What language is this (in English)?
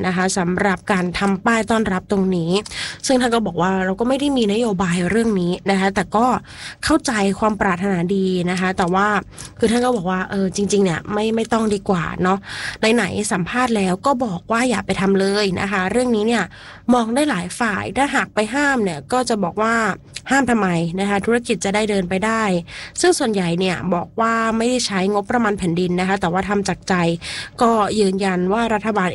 Thai